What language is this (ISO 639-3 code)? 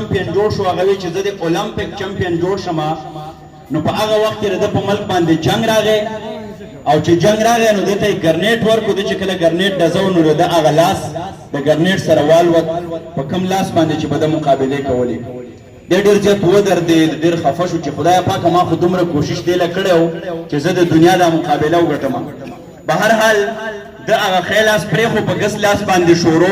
pus